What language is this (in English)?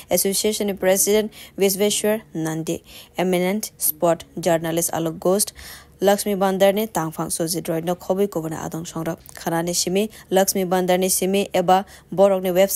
Kok Borok